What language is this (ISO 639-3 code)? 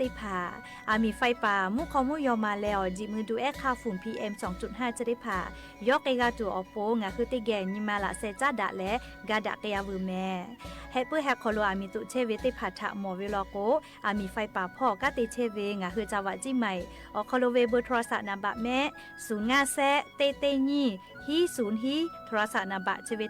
lhu